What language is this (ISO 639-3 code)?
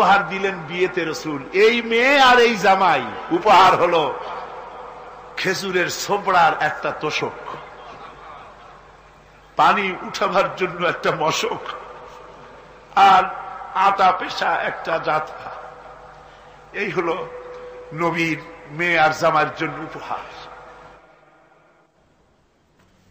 ben